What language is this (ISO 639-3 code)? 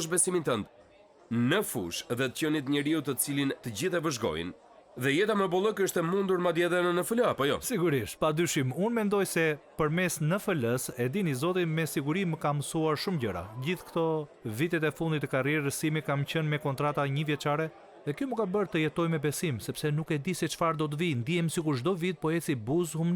sqi